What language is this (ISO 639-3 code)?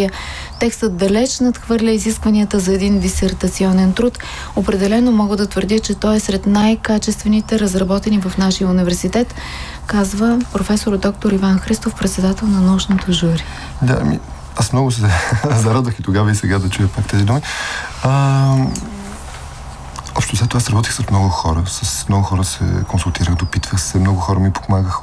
bul